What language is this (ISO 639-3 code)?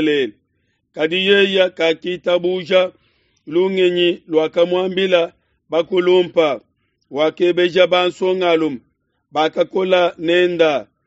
lua